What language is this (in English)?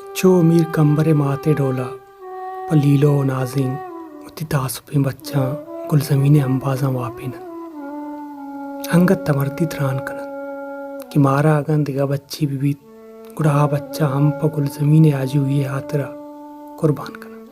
Baluchi